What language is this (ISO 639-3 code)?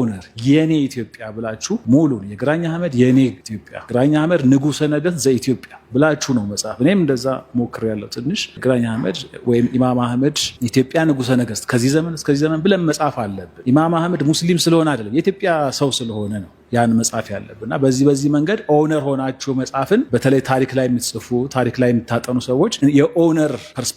amh